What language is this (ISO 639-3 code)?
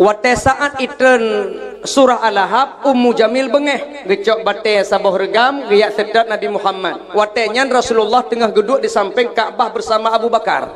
ace